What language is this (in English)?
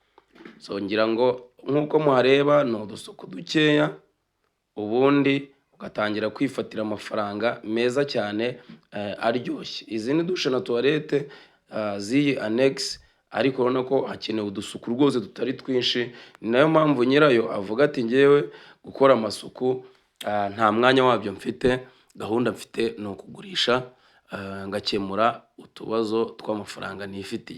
Kinyarwanda